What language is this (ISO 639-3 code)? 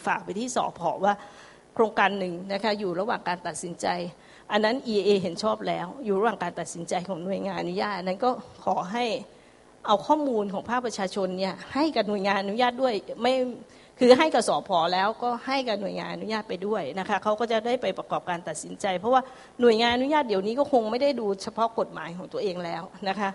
tha